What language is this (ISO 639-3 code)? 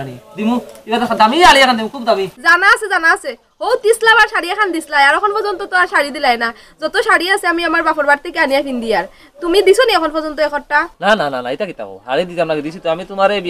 syl